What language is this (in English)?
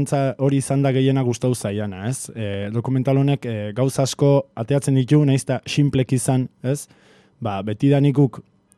Basque